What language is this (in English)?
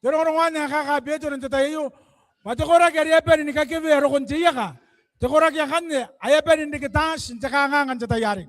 Gilbertese